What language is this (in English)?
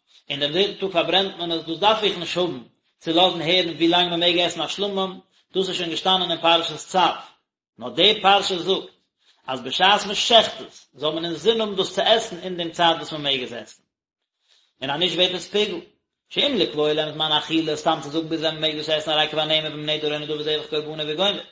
Yiddish